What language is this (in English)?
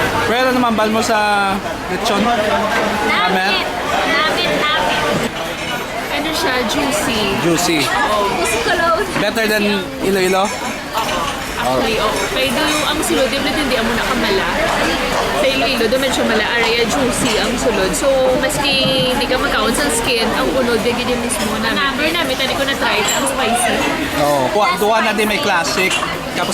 Hiligaynon